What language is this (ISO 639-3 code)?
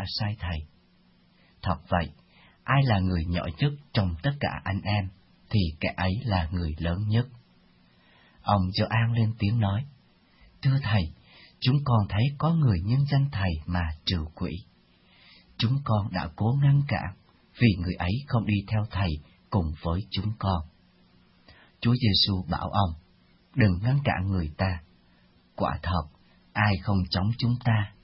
vie